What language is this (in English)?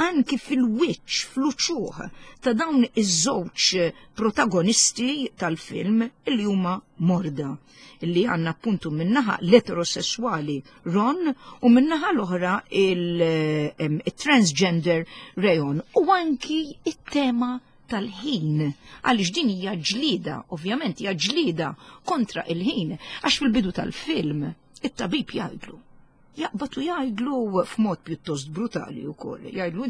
Maltese